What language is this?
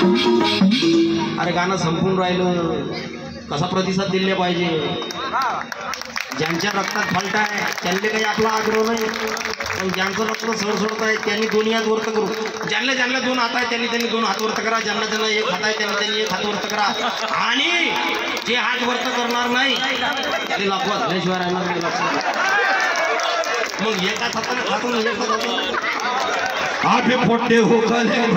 Marathi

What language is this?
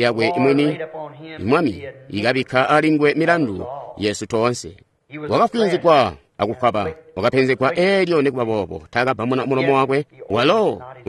Tonga (Zambia)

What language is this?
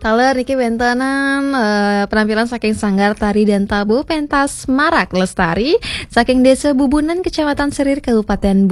Balinese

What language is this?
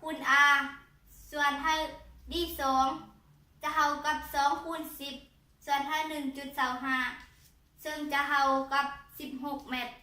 Lao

